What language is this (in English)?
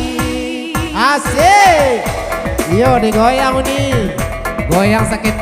Minangkabau